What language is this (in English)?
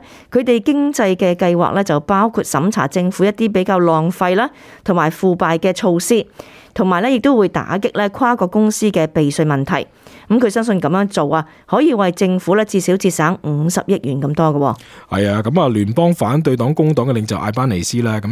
Cantonese